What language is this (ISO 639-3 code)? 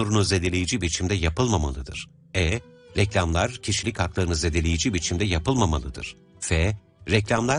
tur